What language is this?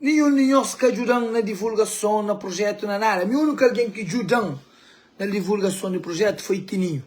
Kabuverdianu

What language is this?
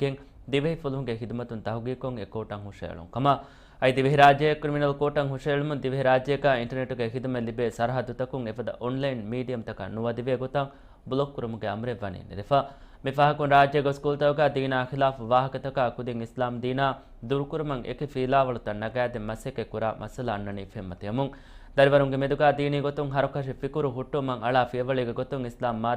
Divehi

